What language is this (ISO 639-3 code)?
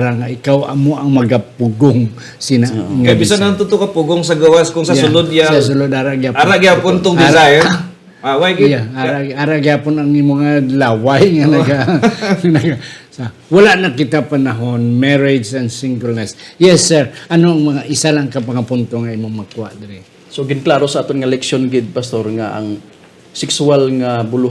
hil